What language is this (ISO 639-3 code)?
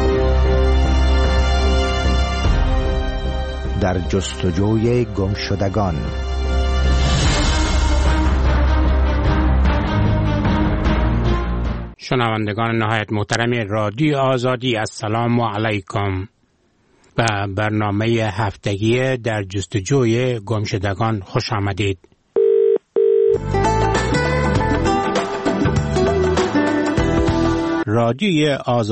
fas